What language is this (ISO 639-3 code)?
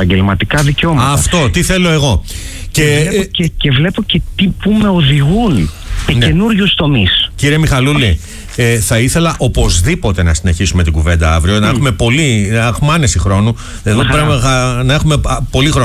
ell